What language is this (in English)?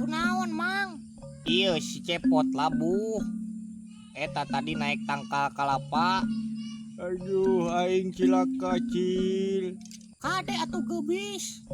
Sundanese